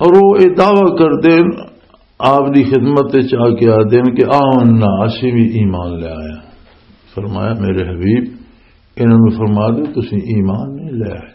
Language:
Western Panjabi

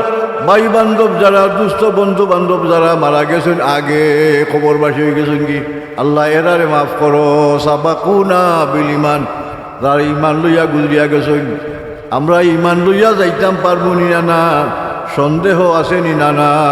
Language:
Sylheti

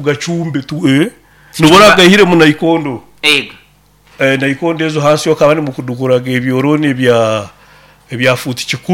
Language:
Nyoro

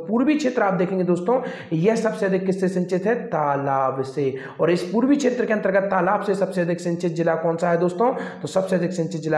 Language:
Hindi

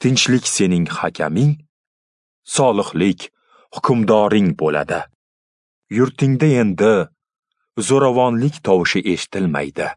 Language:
Uzbek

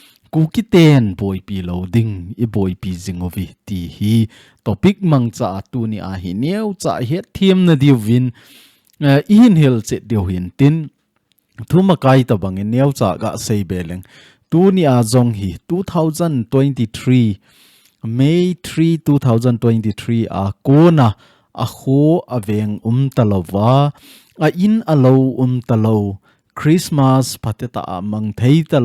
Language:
Thado Chin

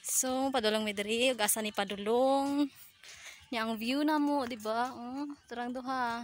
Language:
Cebuano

